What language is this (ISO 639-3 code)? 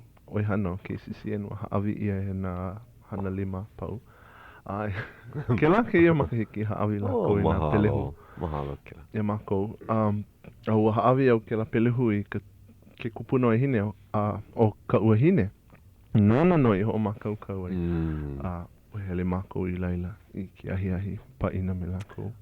haw